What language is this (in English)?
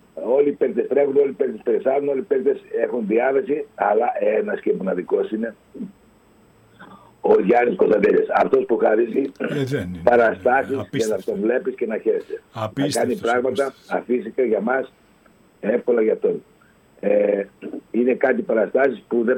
Greek